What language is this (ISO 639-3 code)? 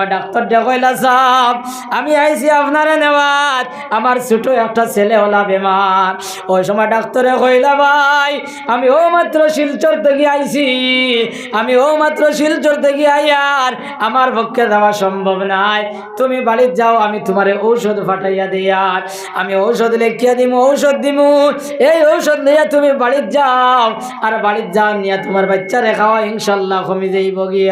syl